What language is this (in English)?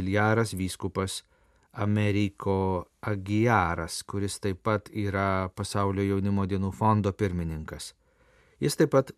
Lithuanian